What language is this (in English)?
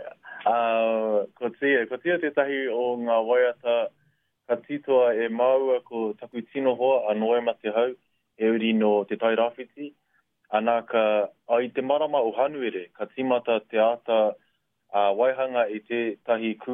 Māori